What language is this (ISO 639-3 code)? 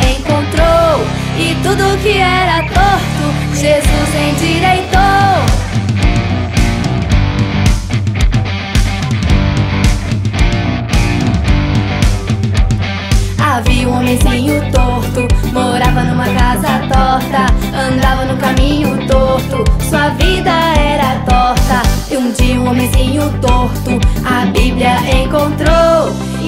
por